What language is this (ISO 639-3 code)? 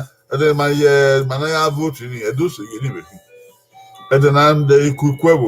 bin